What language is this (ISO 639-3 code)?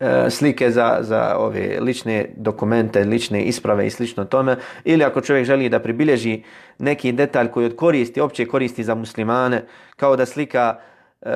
bos